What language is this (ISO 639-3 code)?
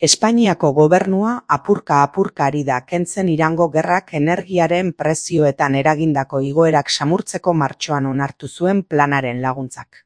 eus